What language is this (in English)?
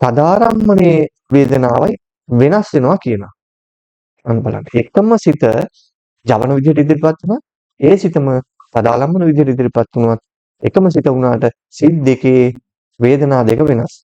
Sinhala